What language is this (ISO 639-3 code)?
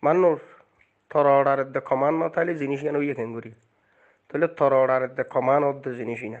rhg